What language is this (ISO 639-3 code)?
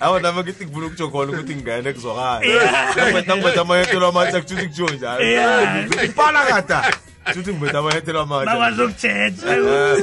nbl